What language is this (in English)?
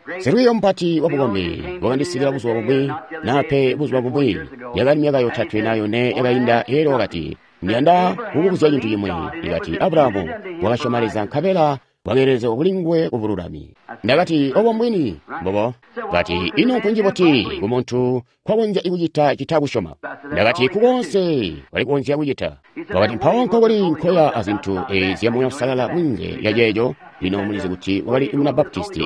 Tonga (Zambia)